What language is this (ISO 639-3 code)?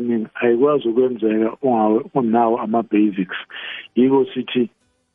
nbl